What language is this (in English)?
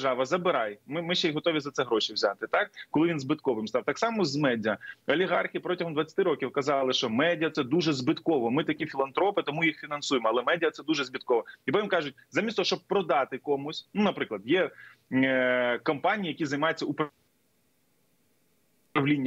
Ukrainian